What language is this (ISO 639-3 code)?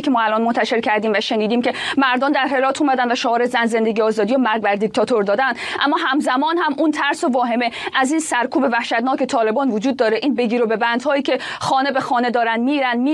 fas